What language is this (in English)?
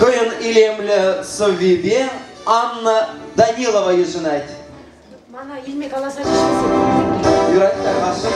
Chuvash